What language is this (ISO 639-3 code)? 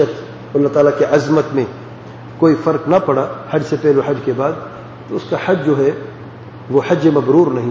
urd